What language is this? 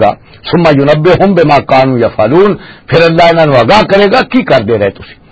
Western Panjabi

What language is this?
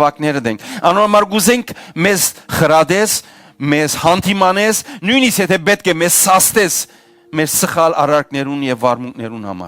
Western Armenian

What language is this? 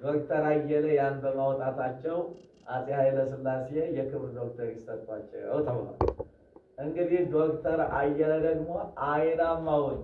Amharic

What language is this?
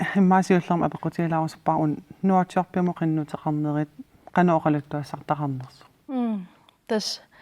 Kalaallisut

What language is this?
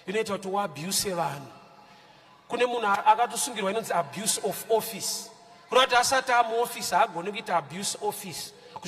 Shona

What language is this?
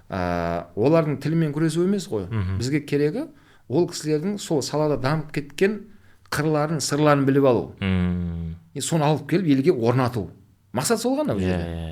Kazakh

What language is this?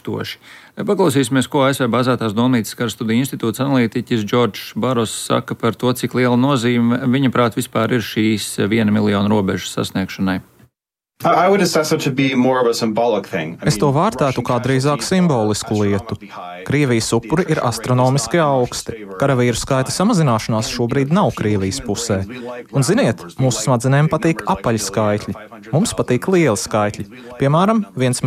Latvian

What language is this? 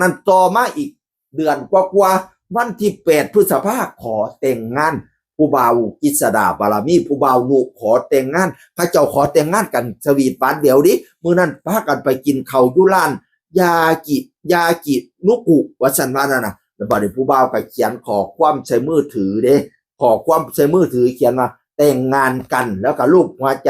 Northeastern Thai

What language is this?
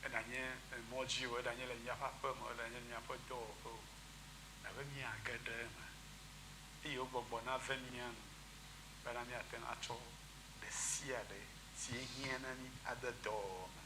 Ewe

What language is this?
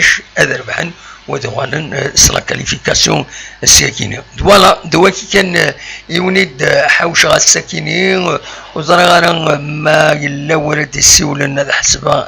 Kabyle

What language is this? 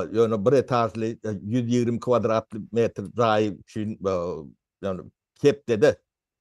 Turkmen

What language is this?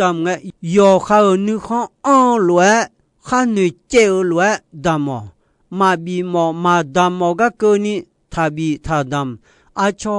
Akha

